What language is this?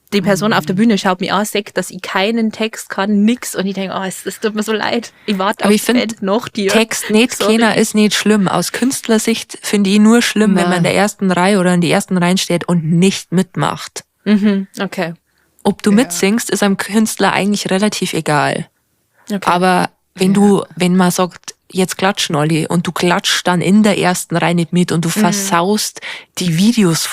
Bavarian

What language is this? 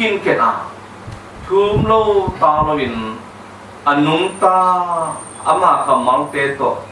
Tedim Chin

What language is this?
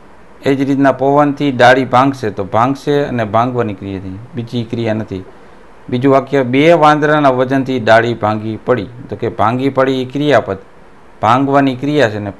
Gujarati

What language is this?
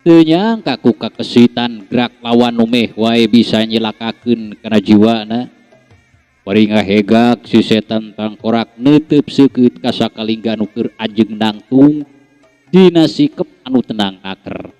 Sundanese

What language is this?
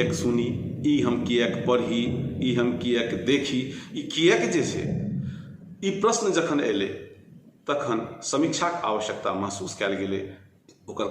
Maithili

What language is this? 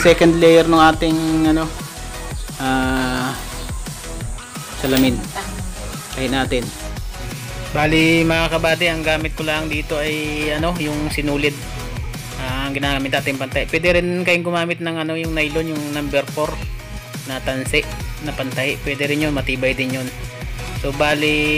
Filipino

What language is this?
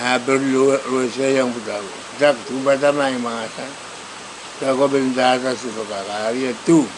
Pohnpeian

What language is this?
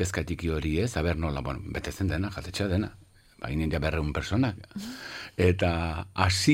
Basque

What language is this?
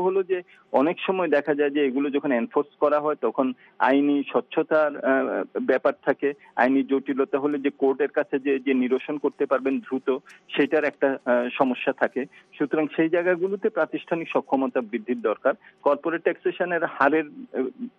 Bangla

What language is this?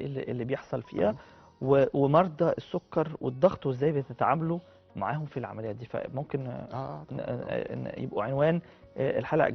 Egyptian Arabic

